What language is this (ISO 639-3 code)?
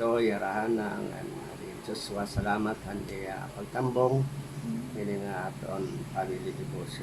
war